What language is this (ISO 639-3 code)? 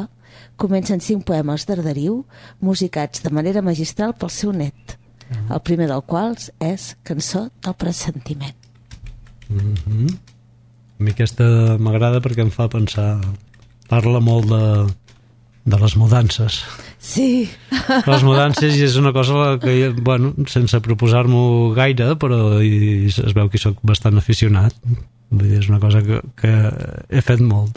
cat